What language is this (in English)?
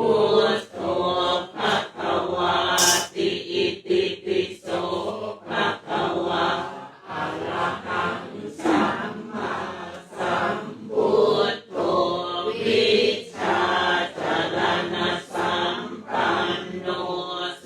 Pali